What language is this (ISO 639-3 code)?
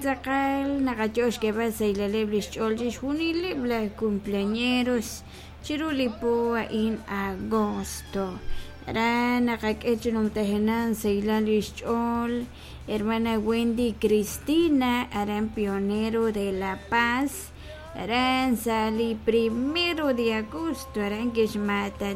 kek